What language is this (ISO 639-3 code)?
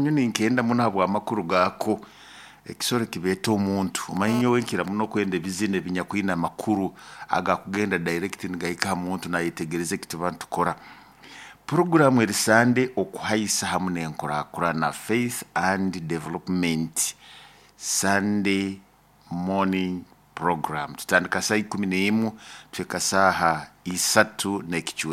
nyo